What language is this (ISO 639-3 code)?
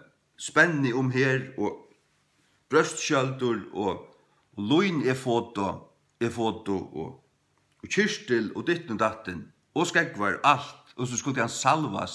fao